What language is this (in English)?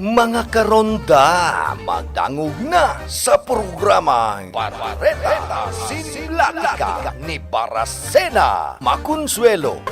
Bikol